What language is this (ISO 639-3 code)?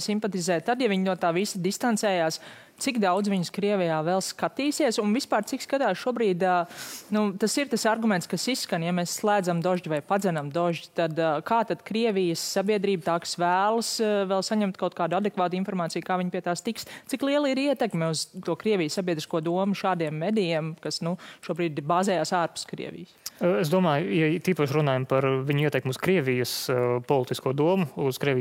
lav